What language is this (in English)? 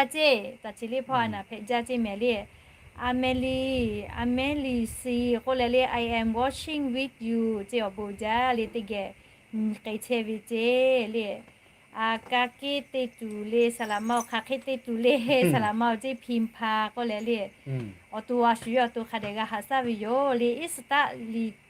Lahu